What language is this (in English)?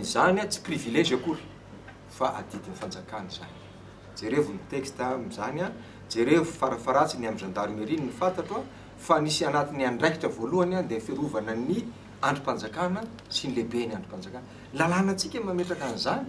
Malagasy